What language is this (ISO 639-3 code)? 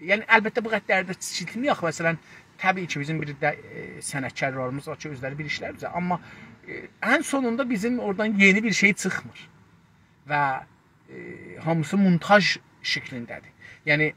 azb